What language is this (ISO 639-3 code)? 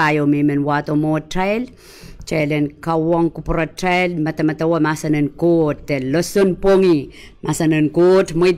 pon